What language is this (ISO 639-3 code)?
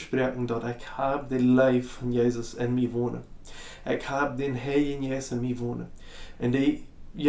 pdt